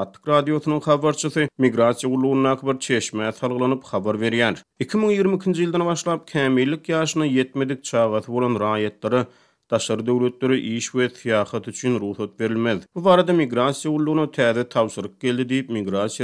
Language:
Turkmen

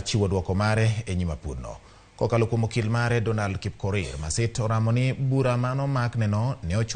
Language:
Luo (Kenya and Tanzania)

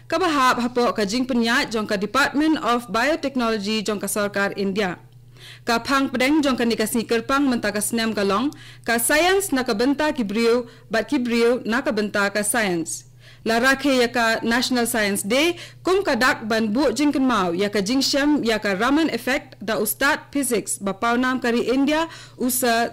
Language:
Khasi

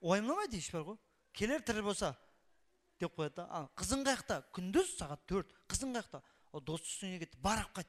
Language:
Kara-Kalpak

